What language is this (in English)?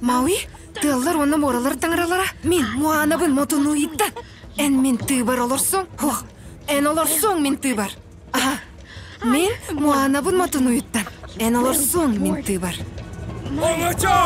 Yakut